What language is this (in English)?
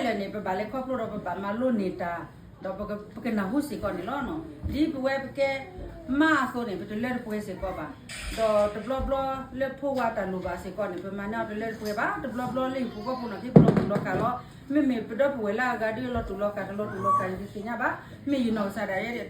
S'gaw Karen